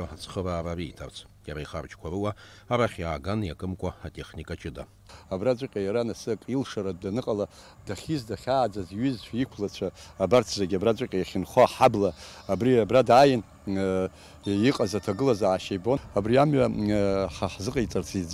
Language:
Abkhazian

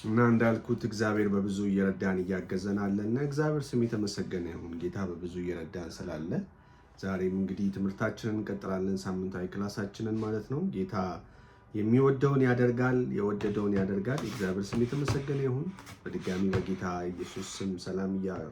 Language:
Amharic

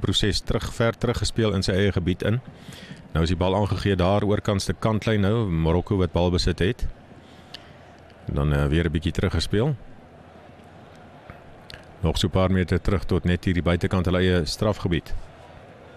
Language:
Afrikaans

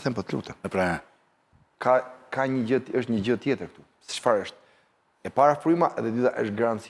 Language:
Albanian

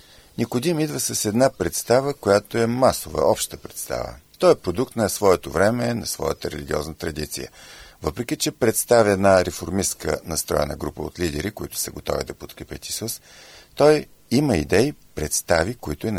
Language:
Bulgarian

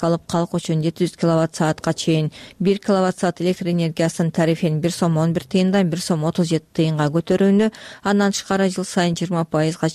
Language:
Kyrgyz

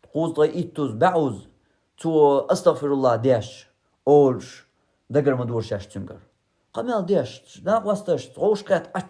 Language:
Chechen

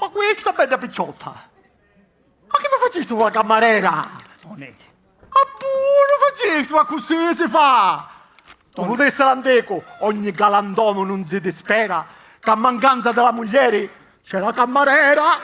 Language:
Sicilian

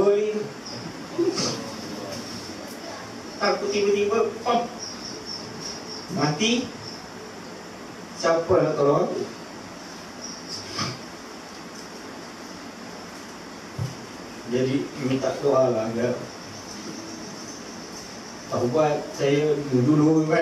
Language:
Malay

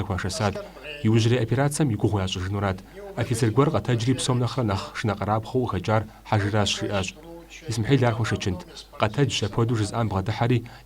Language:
Kabardian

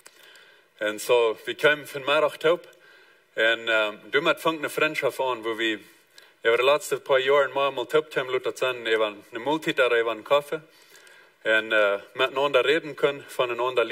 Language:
Plautdietsch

